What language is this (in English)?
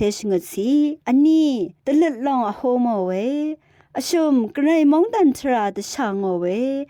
Rawang